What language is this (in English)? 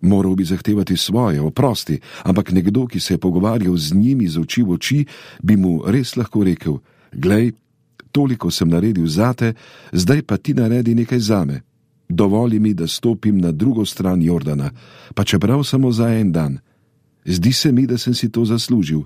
Slovenian